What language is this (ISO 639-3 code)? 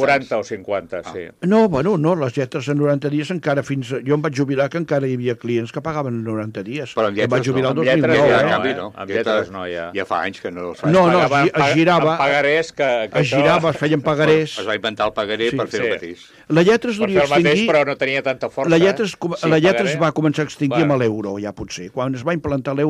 cat